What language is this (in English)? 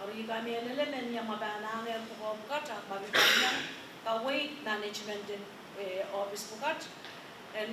Pohnpeian